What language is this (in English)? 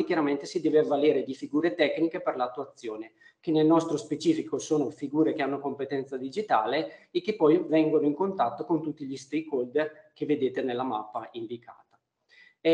Italian